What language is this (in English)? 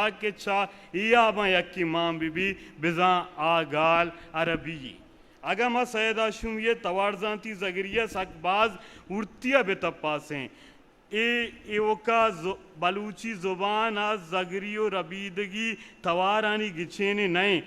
Eastern Balochi